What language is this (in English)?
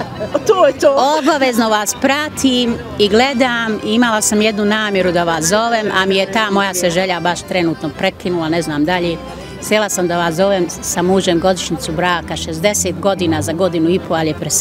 Bosnian